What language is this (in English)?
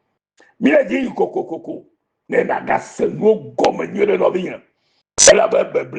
Ewe